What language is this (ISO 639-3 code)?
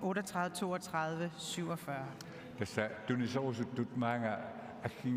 kal